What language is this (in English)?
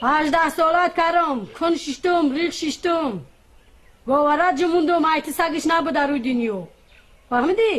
Tajik